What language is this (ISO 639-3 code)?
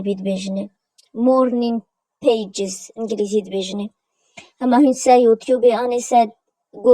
kur